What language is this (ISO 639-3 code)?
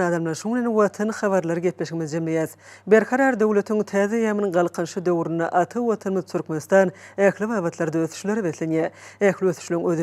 tuk